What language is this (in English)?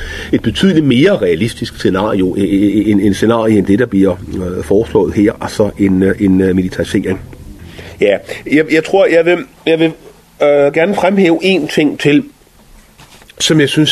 Danish